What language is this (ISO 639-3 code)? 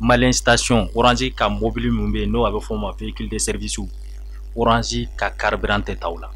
bam